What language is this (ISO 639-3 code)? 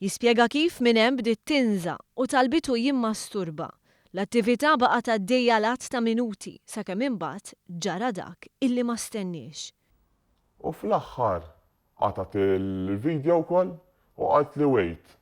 mlt